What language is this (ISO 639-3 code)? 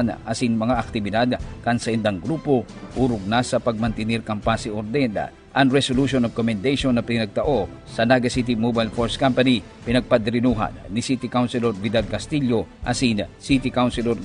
bik